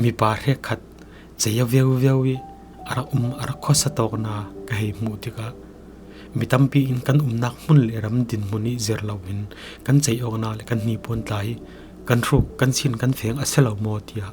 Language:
Falam Chin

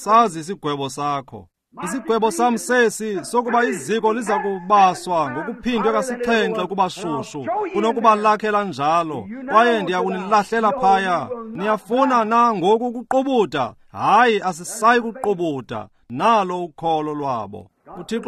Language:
Xhosa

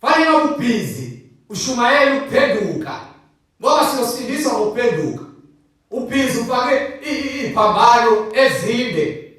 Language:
Zulu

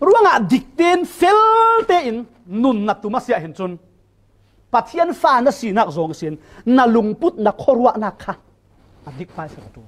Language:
Falam Chin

